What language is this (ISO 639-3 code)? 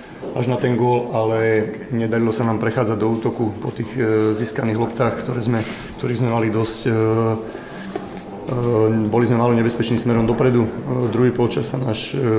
slk